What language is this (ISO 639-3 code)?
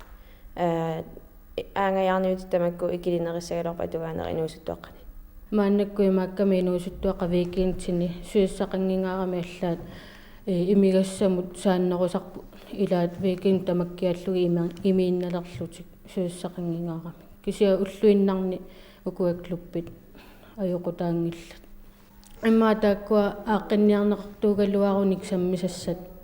kal